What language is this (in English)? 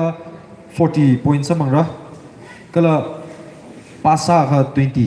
Tangkhul Naga (India)